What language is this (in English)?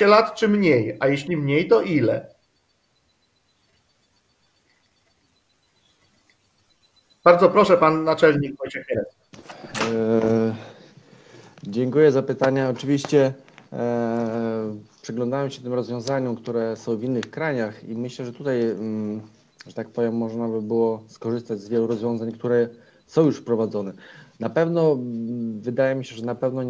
Polish